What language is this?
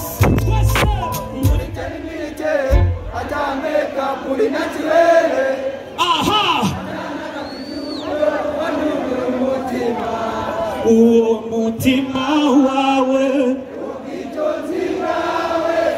Kinyarwanda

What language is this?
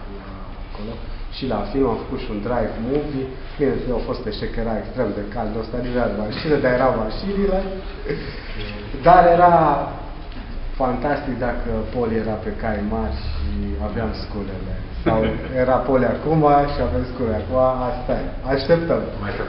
Romanian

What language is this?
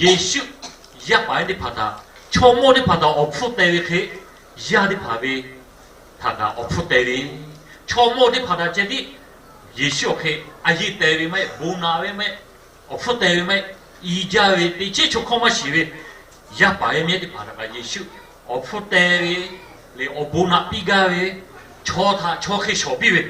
Lahu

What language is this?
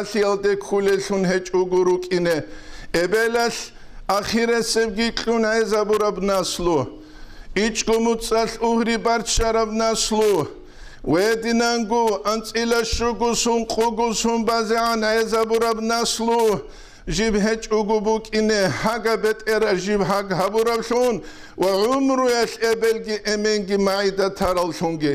Avaric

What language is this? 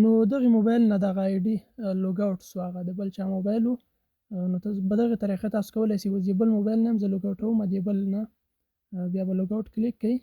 Pashto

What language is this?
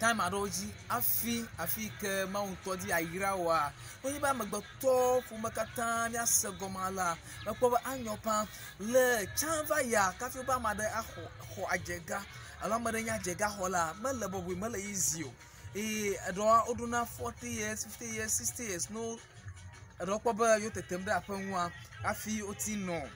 Ewe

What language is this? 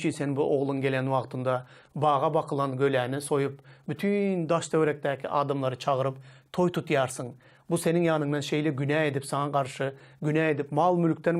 Turkmen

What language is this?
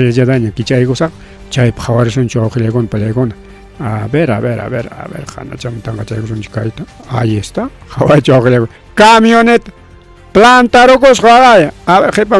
Ayacucho Quechua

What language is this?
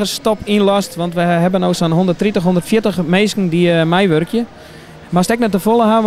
Western Frisian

